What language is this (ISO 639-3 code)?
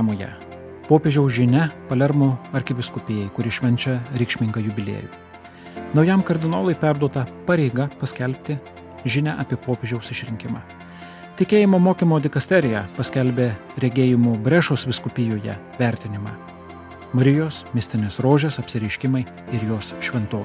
lit